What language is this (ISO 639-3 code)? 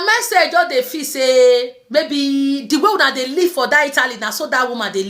pcm